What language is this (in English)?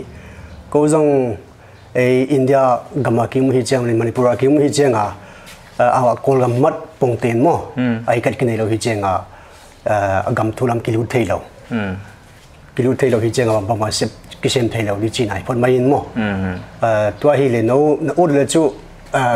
Paite Chin